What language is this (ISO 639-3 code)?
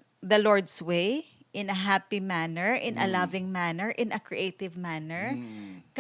hil